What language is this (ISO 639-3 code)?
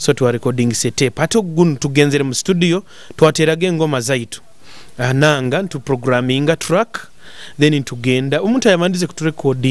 nyo